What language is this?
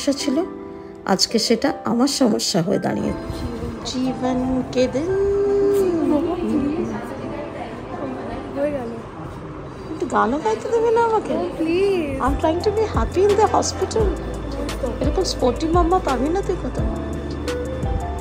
Bangla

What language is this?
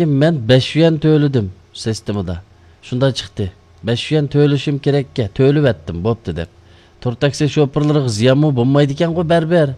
Uyghur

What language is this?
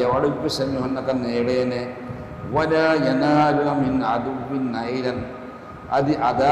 Divehi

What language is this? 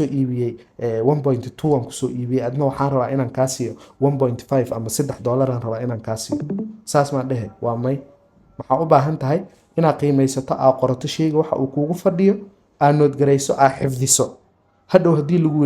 Somali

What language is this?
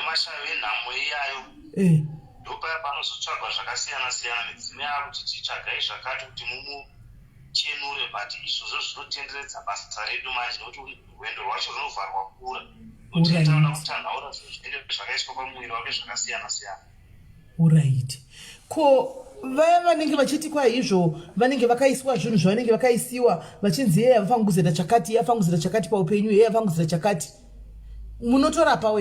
Shona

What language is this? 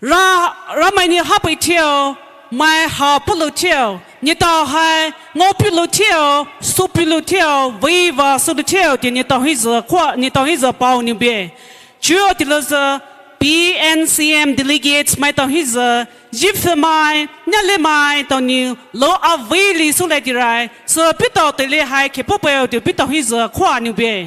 Poumei Naga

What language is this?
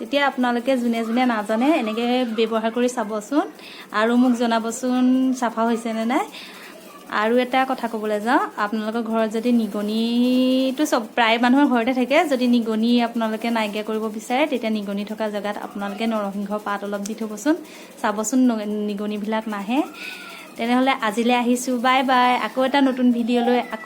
Assamese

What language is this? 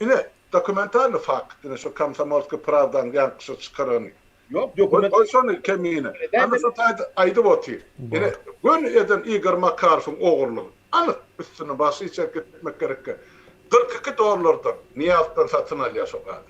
Turkmen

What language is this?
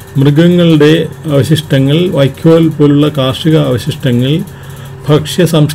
Malayalam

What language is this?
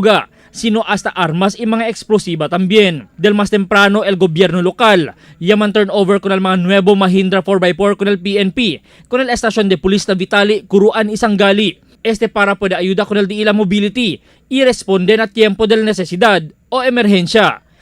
Chavacano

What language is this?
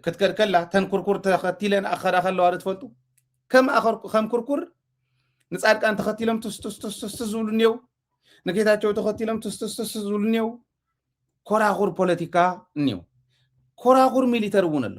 Tigrinya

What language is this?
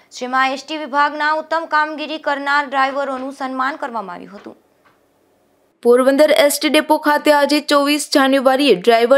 Gujarati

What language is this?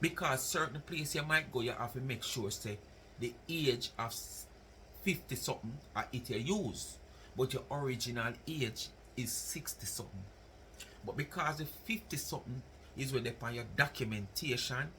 Jamaican Creole English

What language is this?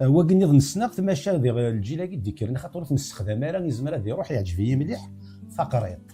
Kabyle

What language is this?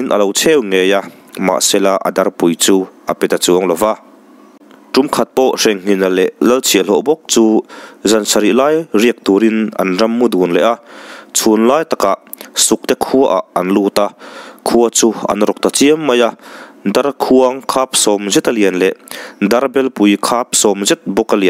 Mizo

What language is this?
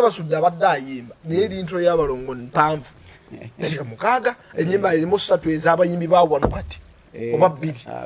Ganda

